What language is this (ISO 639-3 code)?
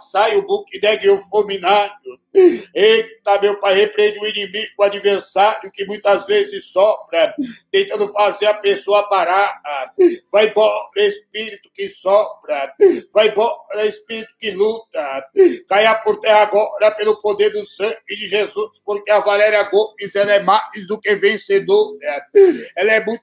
por